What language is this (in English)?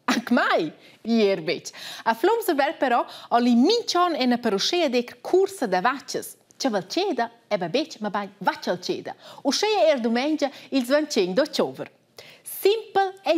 Romansh